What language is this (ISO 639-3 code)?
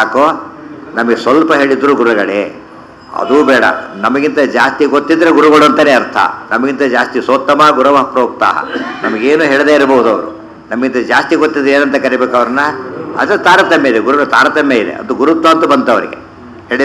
kan